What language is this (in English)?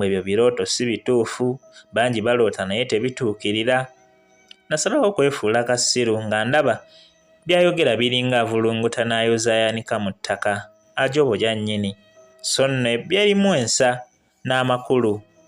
Ganda